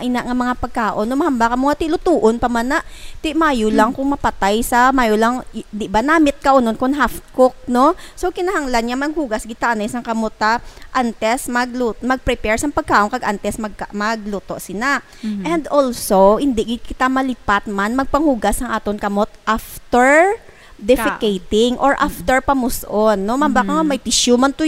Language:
Hiligaynon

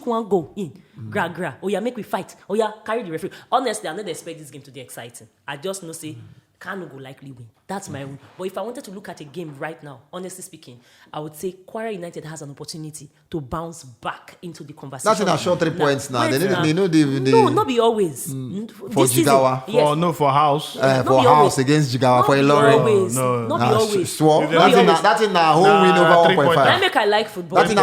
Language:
Nigerian Pidgin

